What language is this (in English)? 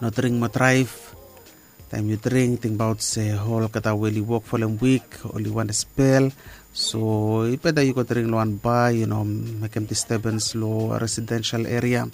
Bislama